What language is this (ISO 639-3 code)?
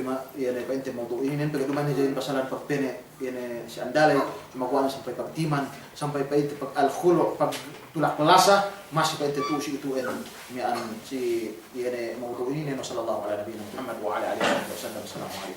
yka